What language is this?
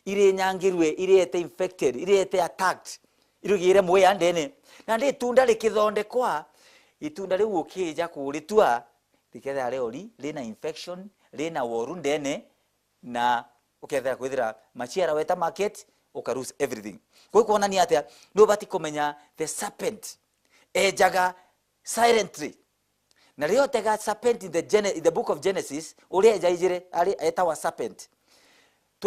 Meru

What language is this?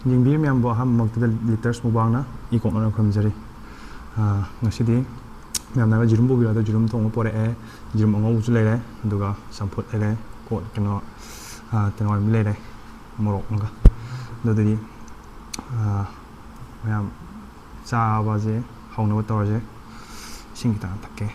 Manipuri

